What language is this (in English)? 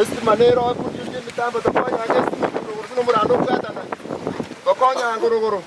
Gusii